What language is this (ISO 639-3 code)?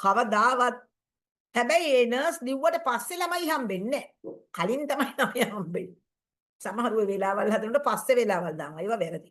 sin